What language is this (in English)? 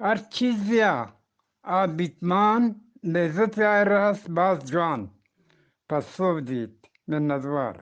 Eastern Balochi